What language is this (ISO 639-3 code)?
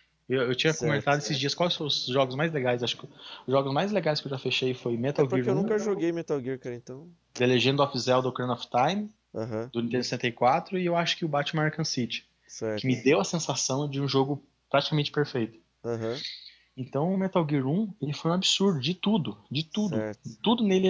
por